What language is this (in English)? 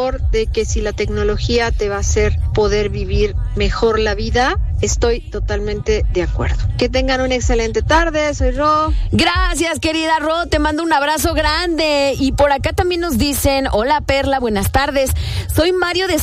Spanish